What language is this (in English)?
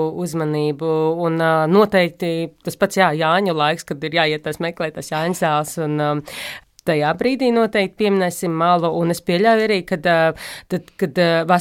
Latvian